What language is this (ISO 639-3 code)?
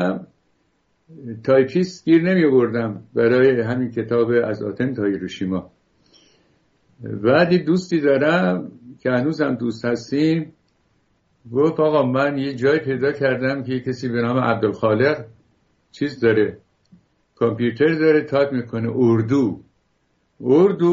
fas